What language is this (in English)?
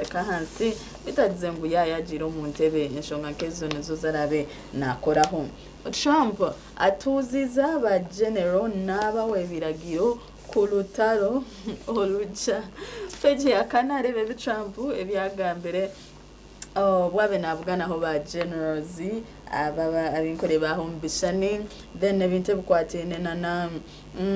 Nyankole